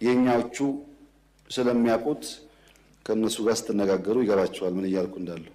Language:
Amharic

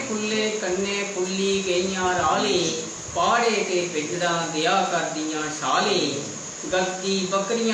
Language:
Dogri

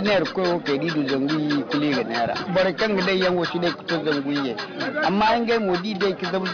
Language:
Zarma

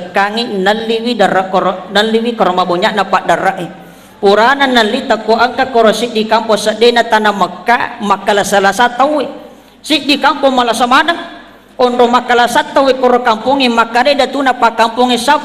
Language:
Buginese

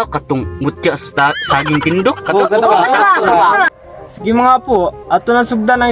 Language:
Cebuano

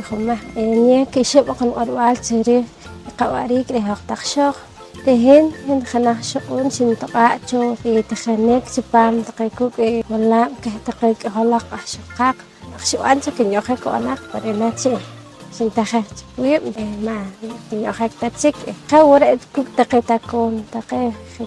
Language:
Poqomchi'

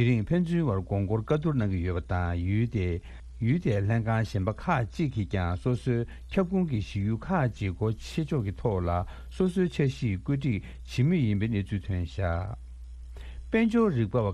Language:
Tibetan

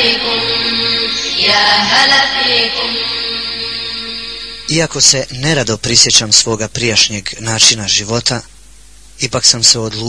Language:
Bosnian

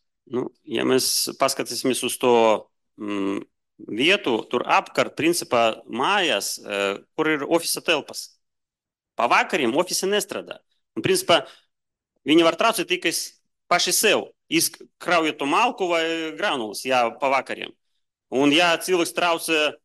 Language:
Latvian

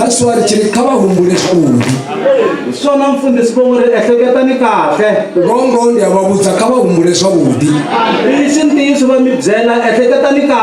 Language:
Tsonga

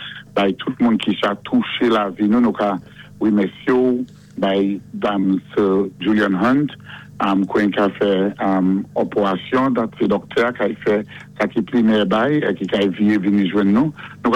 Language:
Saint Lucian Creole French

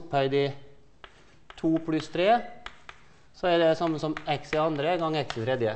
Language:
Norwegian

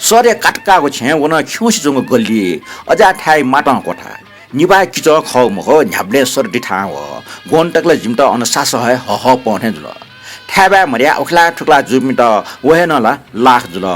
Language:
Newari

